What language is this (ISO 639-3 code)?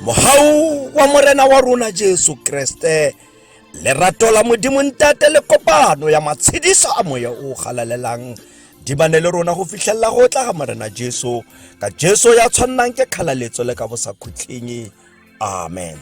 tsn